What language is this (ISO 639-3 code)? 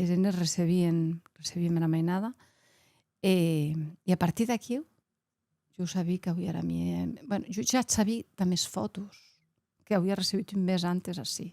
oci